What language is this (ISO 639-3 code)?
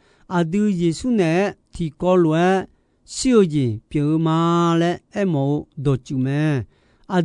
ahk